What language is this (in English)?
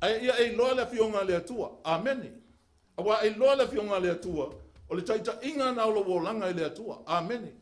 Samoan